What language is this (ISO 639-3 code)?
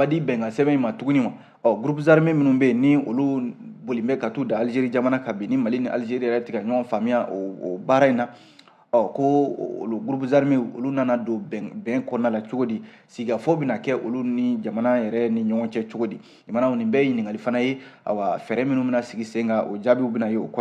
bam